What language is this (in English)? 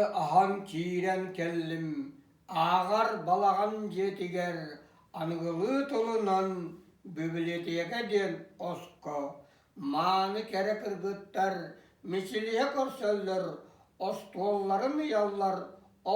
Yakut